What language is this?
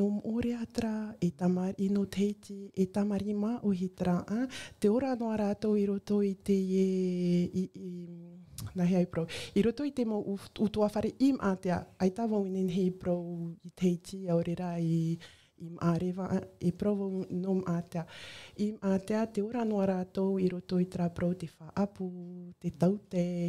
Tahitian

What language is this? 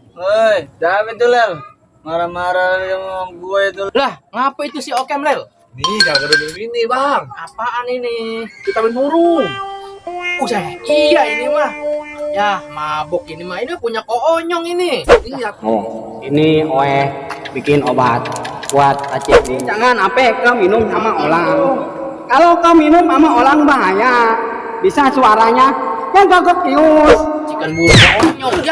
Betawi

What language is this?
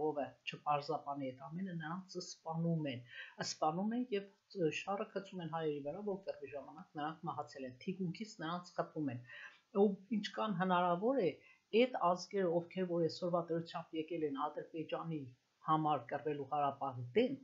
Armenian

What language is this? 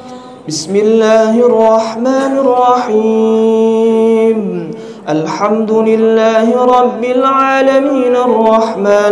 Arabic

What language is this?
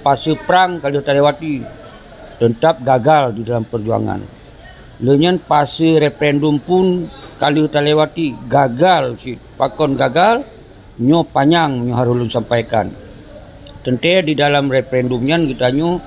Achinese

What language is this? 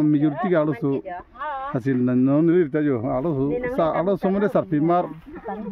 Karbi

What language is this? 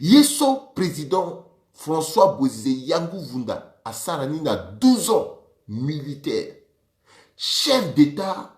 Sango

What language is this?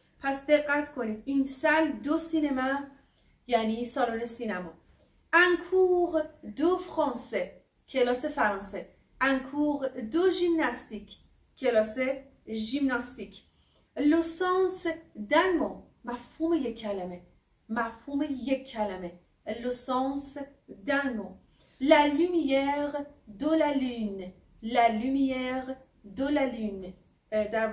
Persian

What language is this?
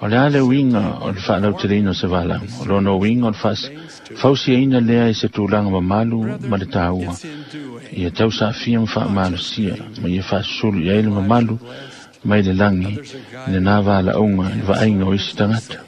Samoan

